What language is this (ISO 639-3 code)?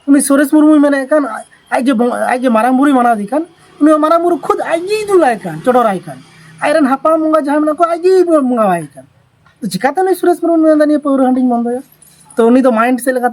sat